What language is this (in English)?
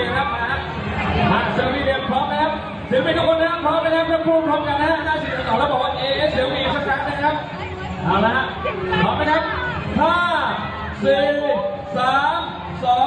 Thai